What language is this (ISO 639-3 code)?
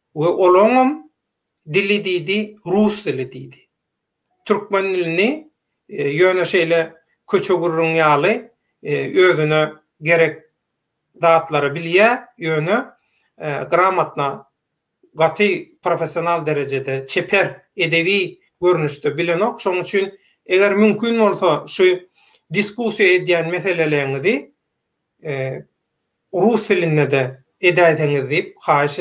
tuk